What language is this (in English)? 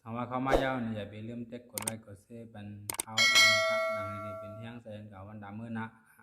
Shan